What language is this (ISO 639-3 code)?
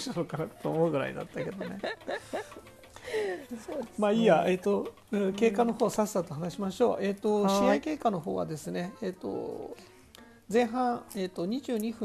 jpn